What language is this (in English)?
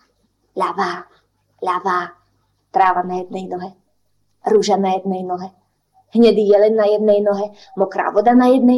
Slovak